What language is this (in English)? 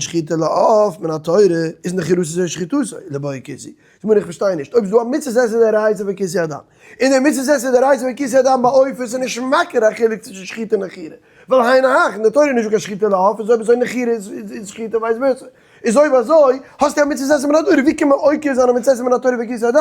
Yiddish